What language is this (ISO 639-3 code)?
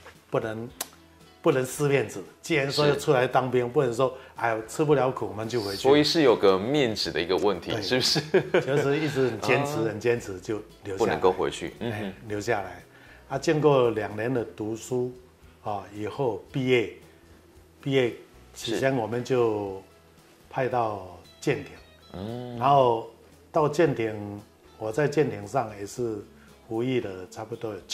zho